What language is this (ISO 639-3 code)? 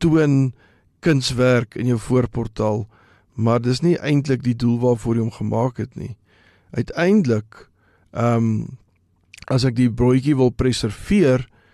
afr